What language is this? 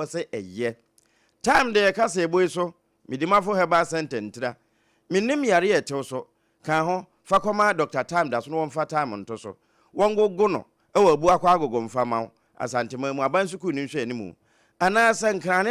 Akan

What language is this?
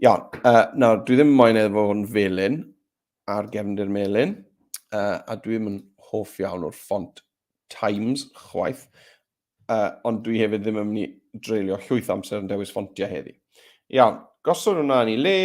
Welsh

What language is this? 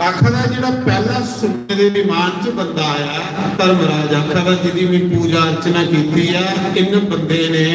Dogri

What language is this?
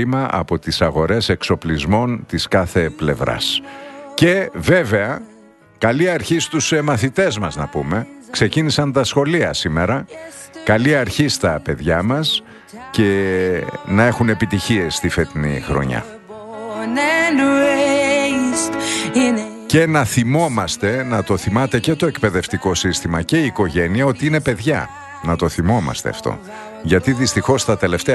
Greek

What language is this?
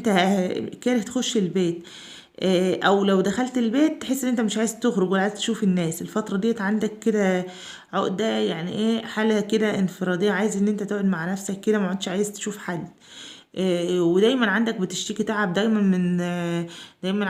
Egyptian Arabic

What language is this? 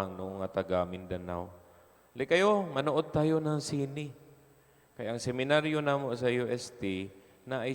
Cebuano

